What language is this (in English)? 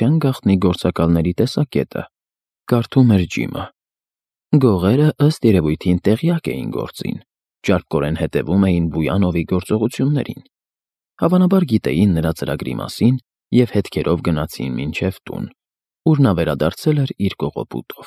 Armenian